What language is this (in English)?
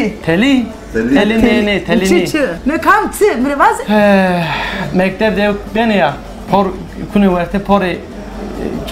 Zaza